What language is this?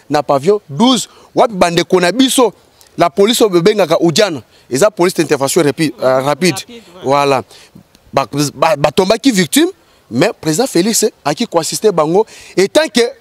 Lingala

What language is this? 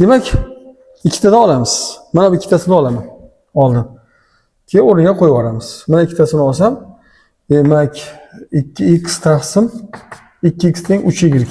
Uzbek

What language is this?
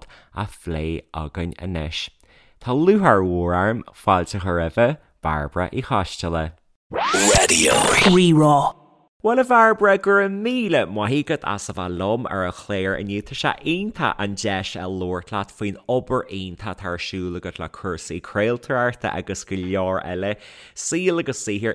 Irish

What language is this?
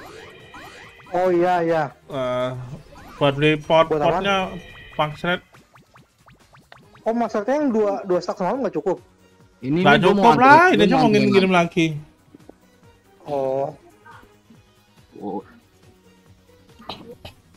Indonesian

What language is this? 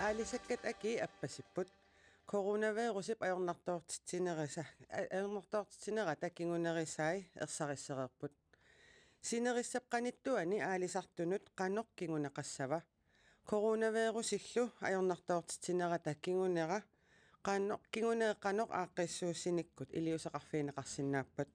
Kalaallisut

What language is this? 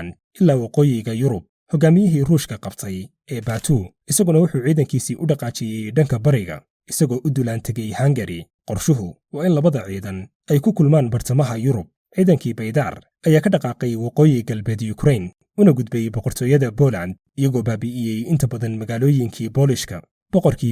Somali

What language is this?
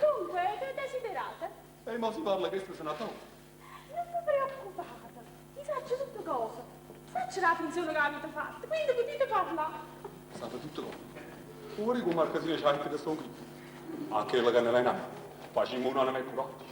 Neapolitan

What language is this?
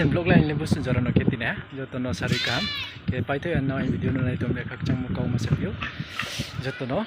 Riang (India)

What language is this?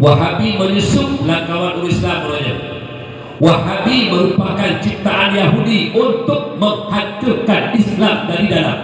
Achinese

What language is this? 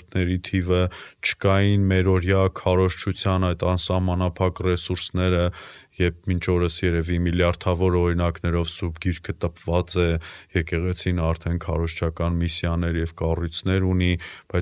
Armenian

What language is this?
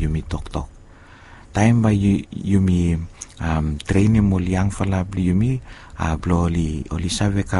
Bislama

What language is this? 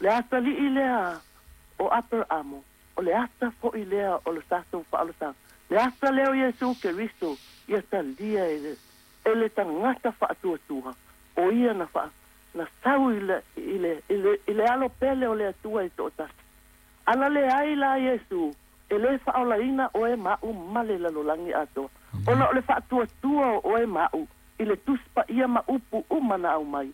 Samoan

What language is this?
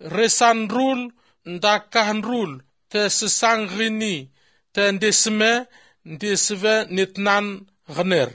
Albanian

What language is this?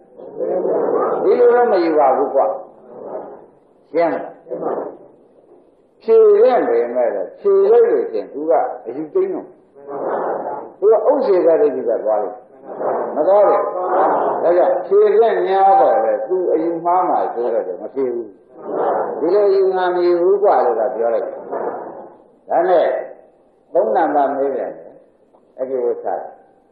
Burmese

